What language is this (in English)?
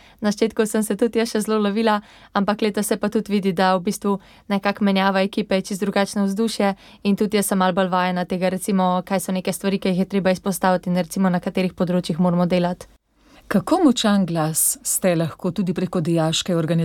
Slovenian